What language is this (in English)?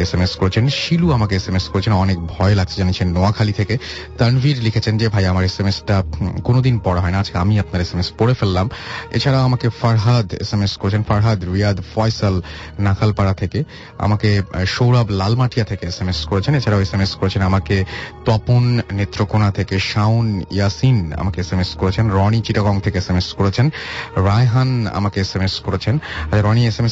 Bangla